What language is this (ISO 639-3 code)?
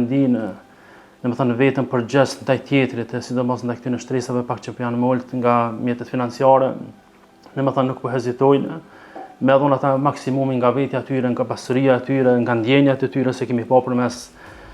sqi